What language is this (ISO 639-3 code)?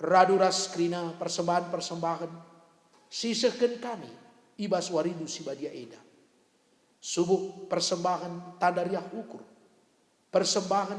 btx